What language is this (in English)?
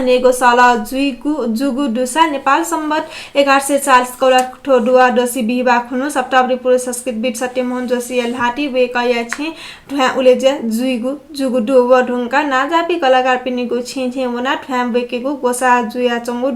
Newari